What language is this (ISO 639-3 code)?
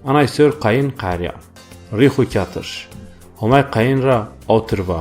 zza